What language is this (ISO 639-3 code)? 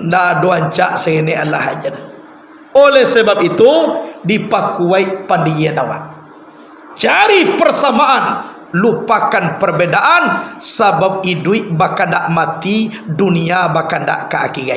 min